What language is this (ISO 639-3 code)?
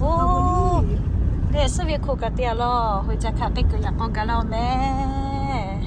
lhu